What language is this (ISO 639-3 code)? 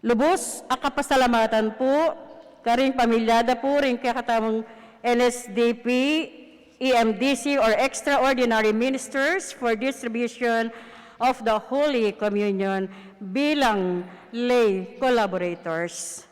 pam